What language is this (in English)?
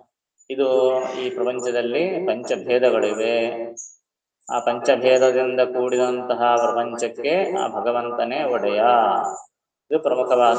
Kannada